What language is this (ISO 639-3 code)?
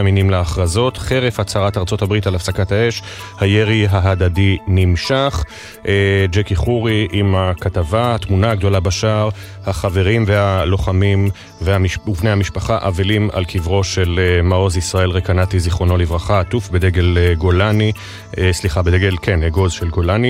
heb